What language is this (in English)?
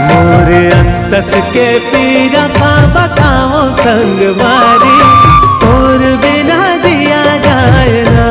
Chhattisgarhi